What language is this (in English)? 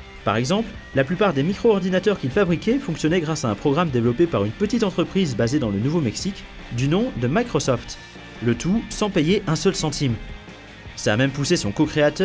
French